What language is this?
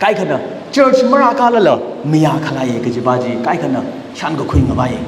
Tangkhul Naga (India)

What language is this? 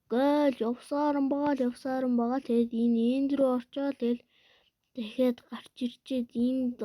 Mongolian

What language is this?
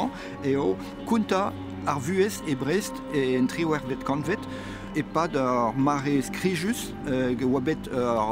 Breton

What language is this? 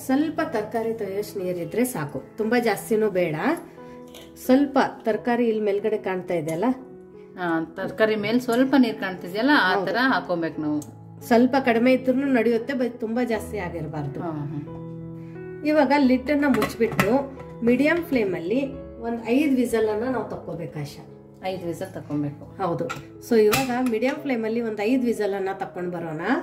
Kannada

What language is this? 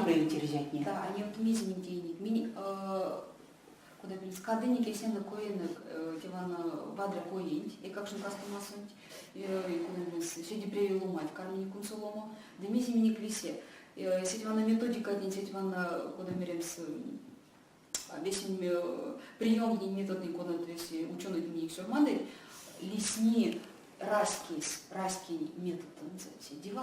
Erzya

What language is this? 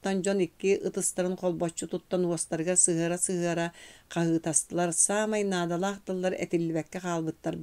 Yakut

